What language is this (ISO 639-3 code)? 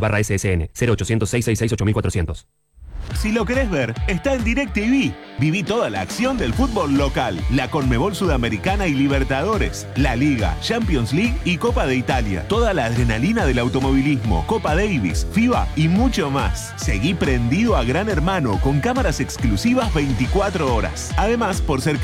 spa